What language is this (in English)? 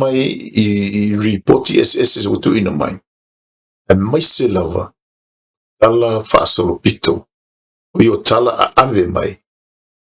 Samoan